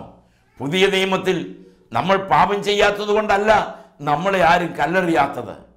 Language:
Malayalam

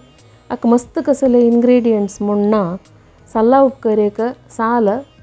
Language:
Konkani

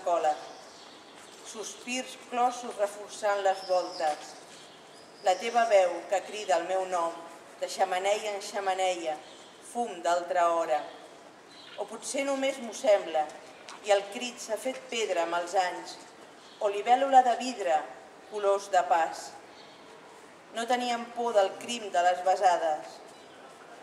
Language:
Catalan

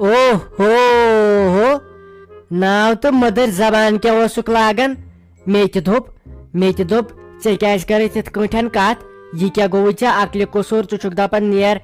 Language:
Kashmiri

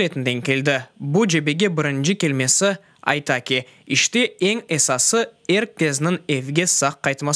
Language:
Crimean Tatar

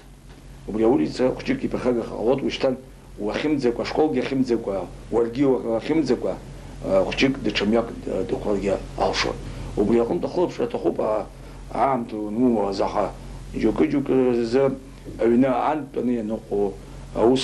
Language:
Abkhazian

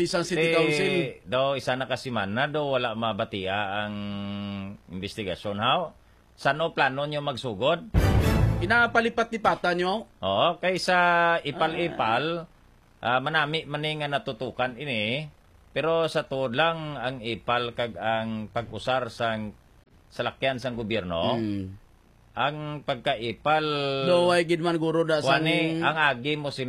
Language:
Hiligaynon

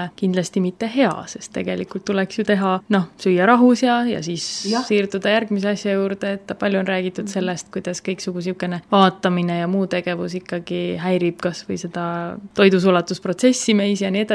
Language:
Estonian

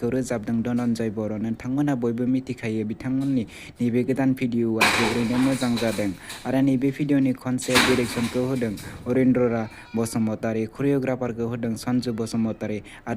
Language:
Bodo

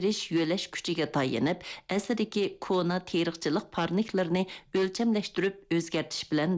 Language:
Uyghur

